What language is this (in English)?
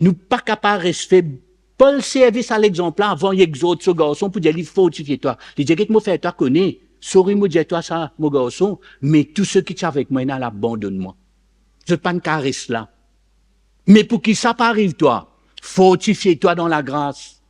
Morisyen